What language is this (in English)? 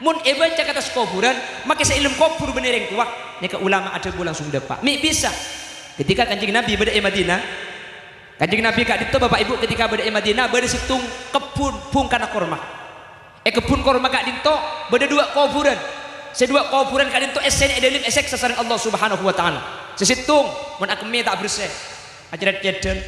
Madurese